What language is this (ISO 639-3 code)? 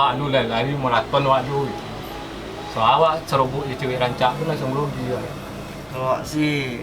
min